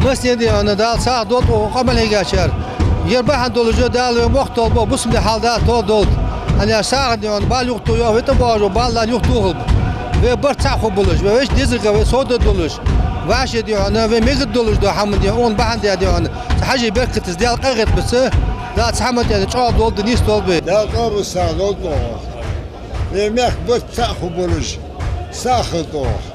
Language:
Ingush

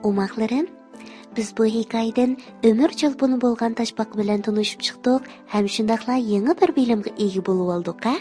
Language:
Uyghur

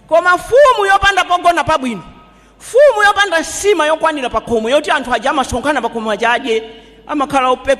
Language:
Nyanja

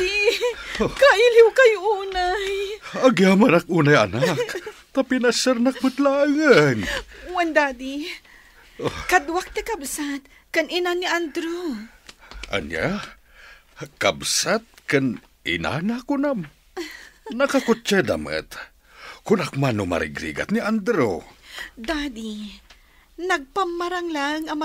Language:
Iloko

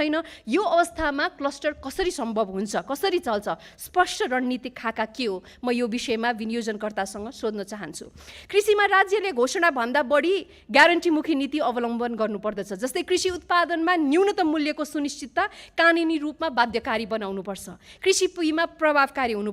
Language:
Nepali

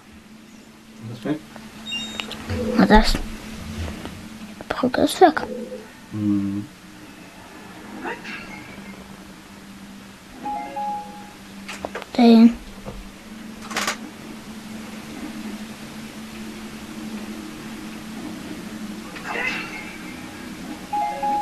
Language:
German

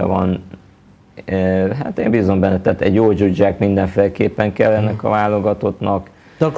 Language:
Hungarian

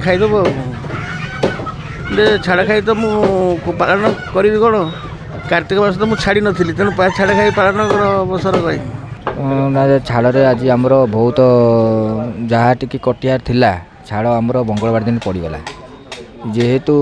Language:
Odia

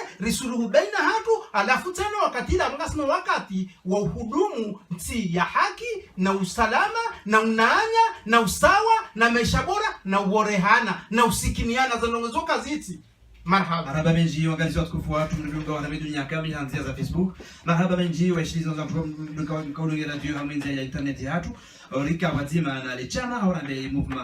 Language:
Ngazidja Comorian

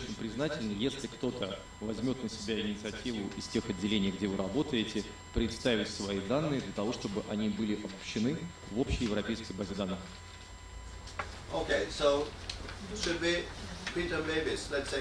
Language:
Russian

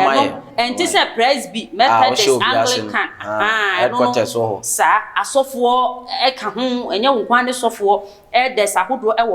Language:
Akan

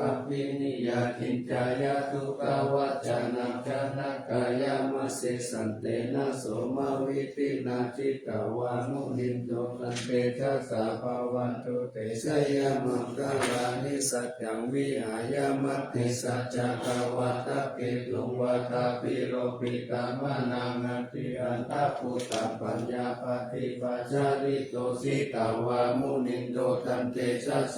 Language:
Pali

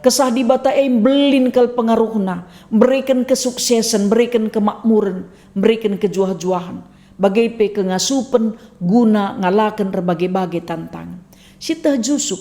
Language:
Batak Karo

